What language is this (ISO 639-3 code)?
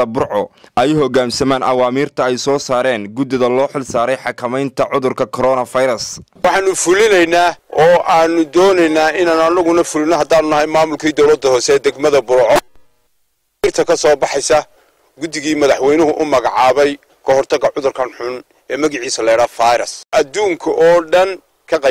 som